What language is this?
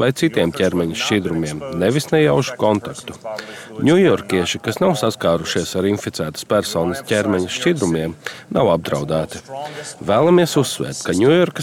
Latvian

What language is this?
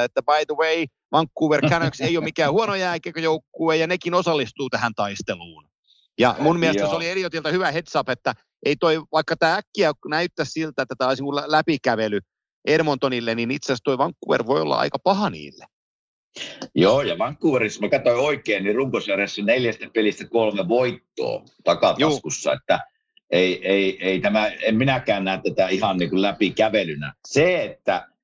Finnish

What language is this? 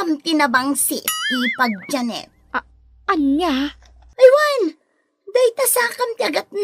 Iloko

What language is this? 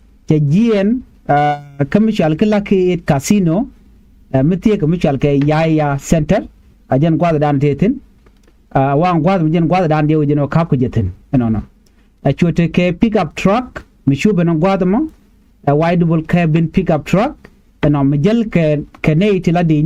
Nuer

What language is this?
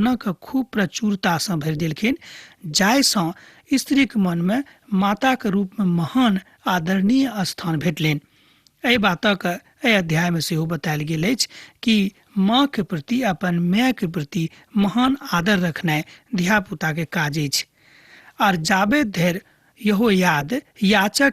Maithili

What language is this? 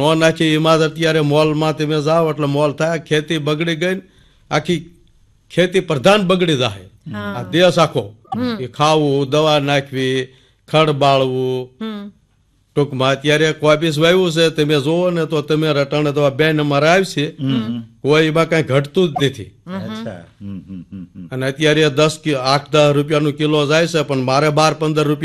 Gujarati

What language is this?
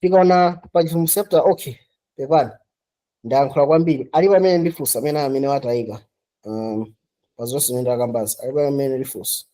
Nyanja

